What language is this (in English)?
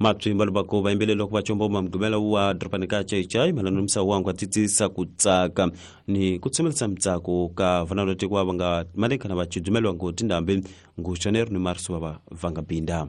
Tsonga